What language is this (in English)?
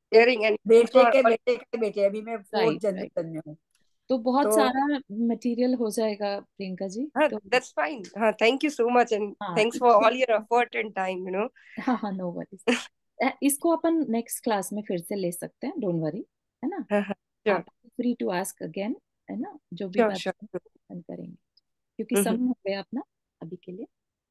Hindi